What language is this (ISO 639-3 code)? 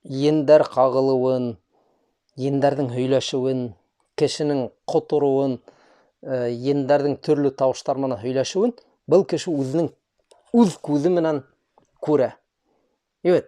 bak